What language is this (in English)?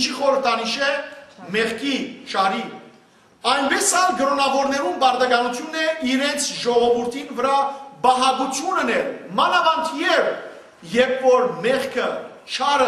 Western Armenian